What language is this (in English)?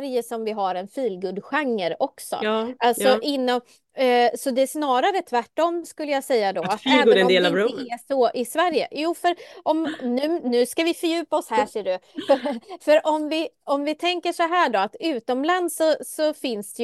Swedish